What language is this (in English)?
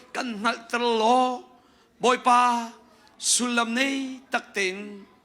Hakha Chin